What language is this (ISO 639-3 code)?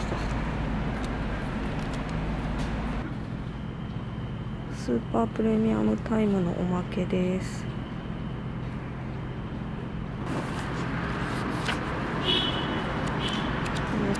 jpn